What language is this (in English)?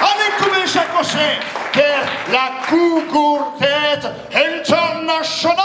Occitan